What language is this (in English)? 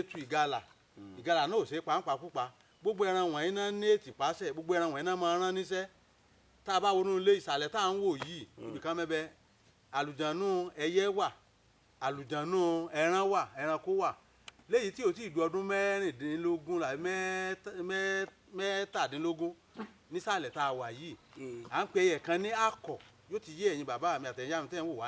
Yoruba